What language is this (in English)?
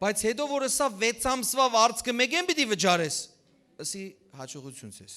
Western Armenian